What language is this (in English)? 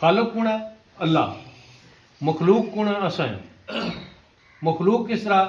Pahari-Potwari